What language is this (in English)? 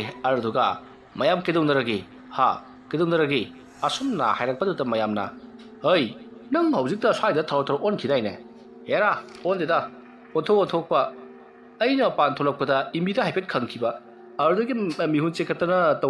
Manipuri